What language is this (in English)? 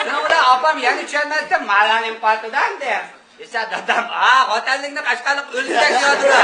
Uyghur